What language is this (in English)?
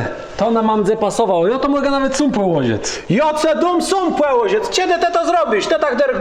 Kashubian